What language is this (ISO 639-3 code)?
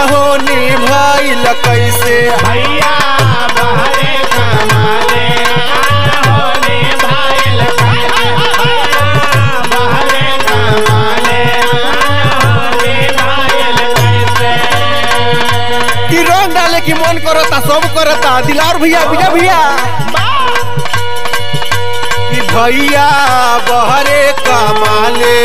bho